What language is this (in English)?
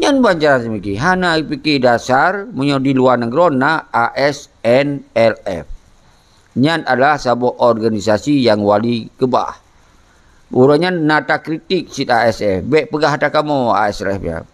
Achinese